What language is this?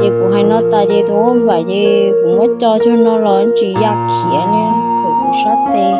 Hmong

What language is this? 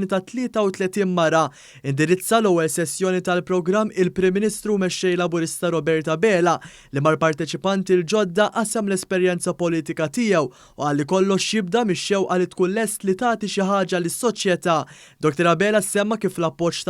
Maltese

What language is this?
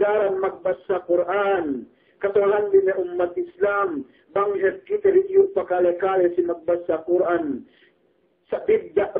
Yakan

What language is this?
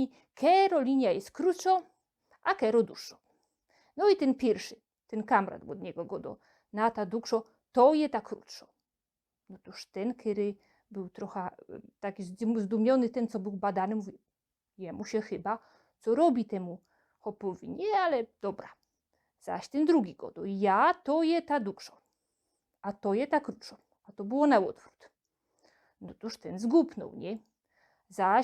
Silesian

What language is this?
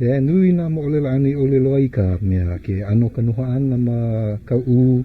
Hawaiian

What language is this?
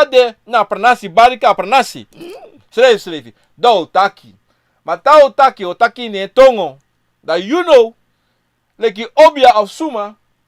Sranan Tongo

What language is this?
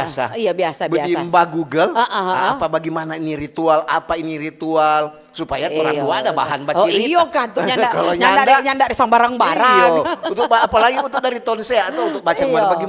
Manado Malay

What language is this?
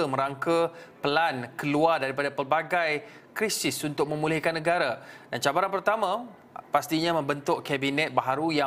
Malay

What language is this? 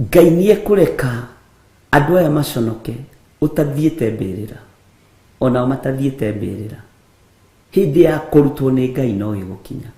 Kikuyu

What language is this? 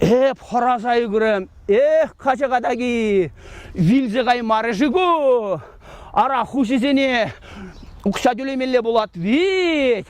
Chuvash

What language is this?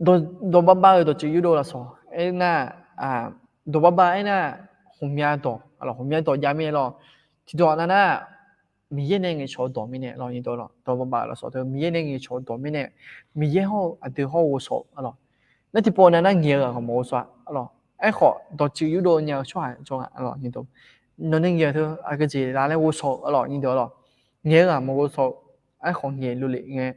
Akha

